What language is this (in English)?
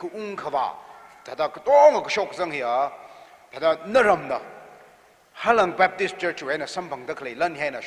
Tangkhul Naga (India)